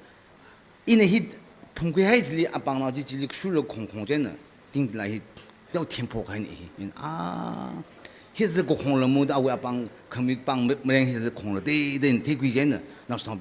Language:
Tangkhul Naga (India)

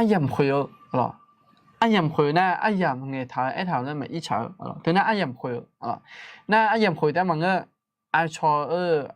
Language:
Akha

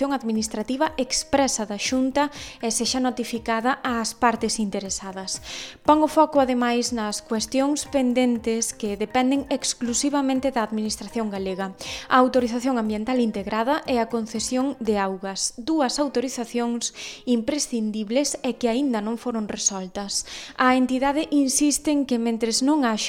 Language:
Galician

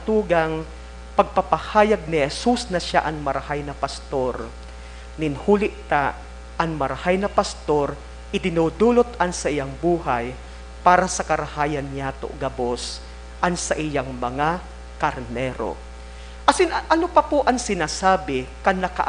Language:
Bikol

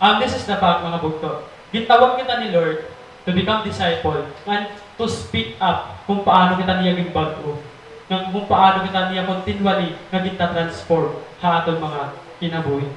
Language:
Waray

